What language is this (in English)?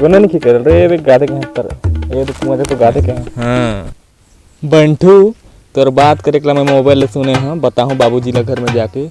Chhattisgarhi